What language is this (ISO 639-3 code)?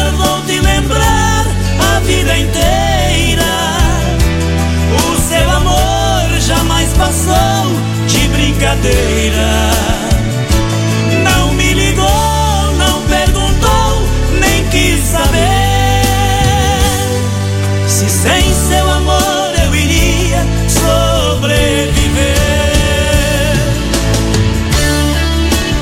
por